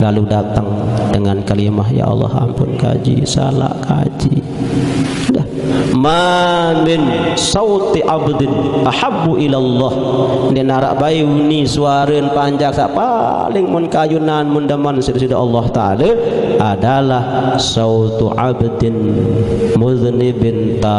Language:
Sasak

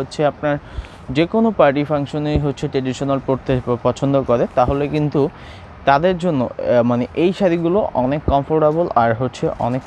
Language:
Bangla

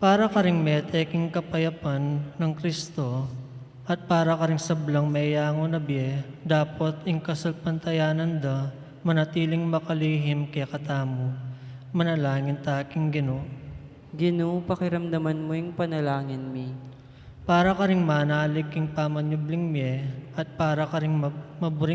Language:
Pampanga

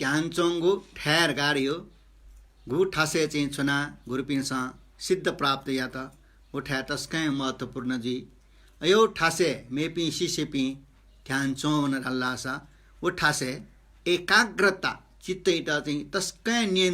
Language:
Newari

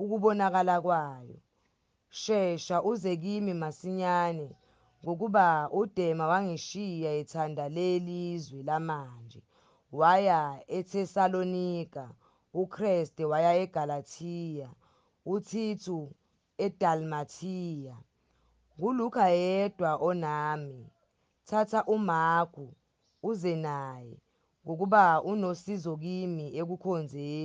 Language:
Zulu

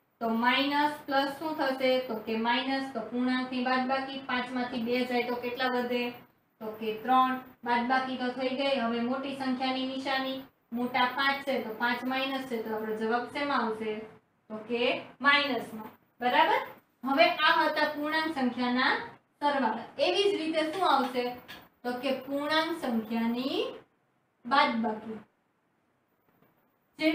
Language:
Gujarati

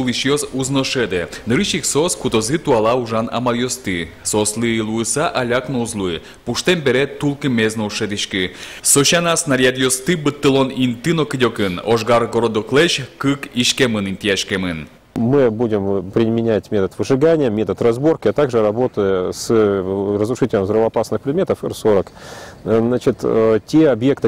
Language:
Udmurt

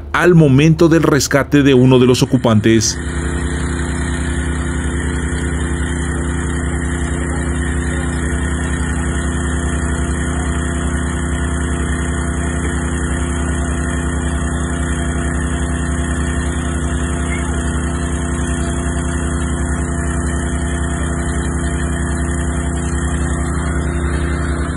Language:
Spanish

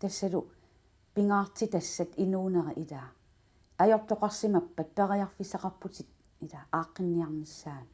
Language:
Kalaallisut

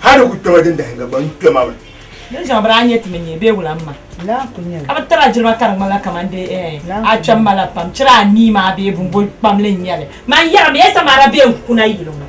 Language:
Dagbani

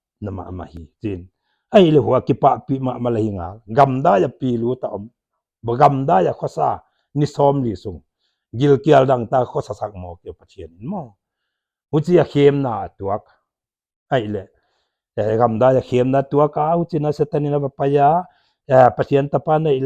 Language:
Paite Chin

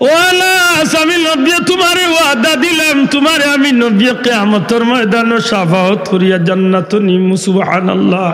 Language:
Sylheti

